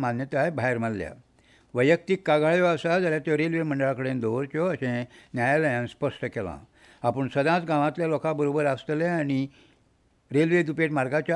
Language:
Konkani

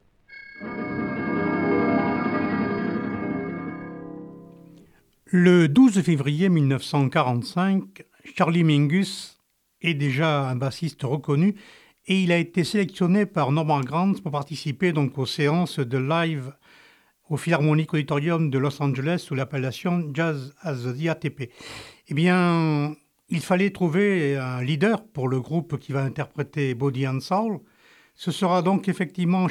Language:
French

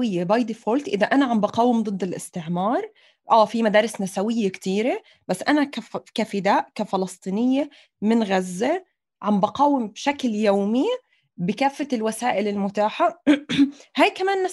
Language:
North Levantine Arabic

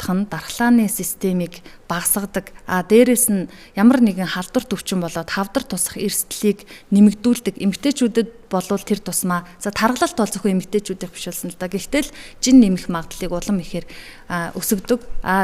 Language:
Mongolian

